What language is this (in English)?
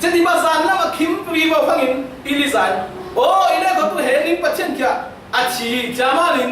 Falam Chin